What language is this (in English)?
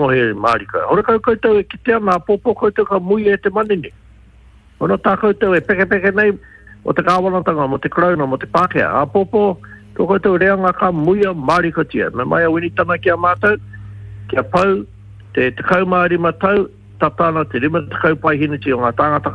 Māori